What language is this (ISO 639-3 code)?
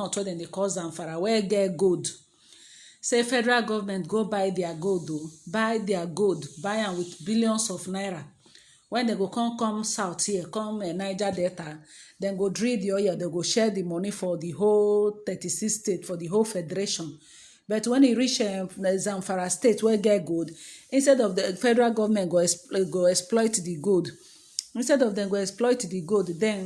pcm